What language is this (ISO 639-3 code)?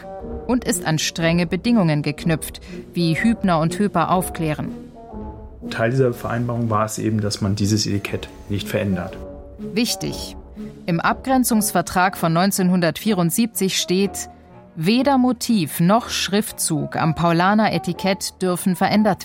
deu